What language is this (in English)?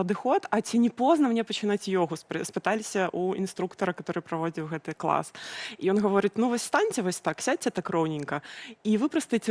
Belarusian